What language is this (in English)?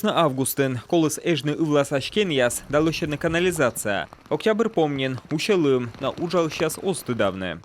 Komi